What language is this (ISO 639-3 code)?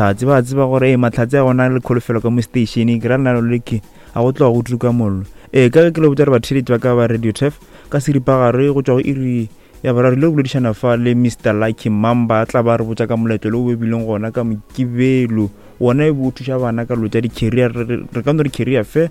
nso